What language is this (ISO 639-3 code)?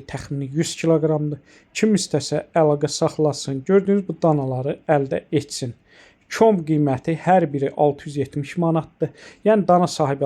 aze